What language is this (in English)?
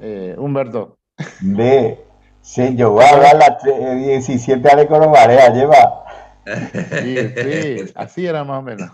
Guarani